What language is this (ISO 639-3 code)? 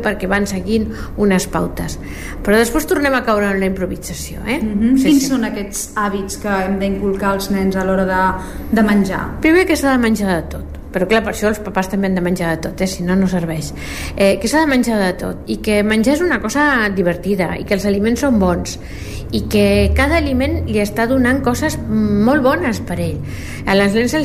cat